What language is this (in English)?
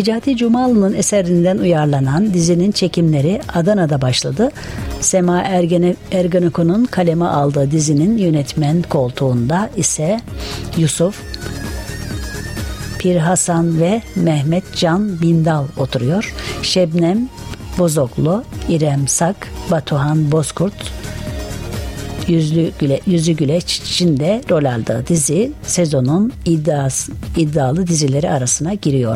Turkish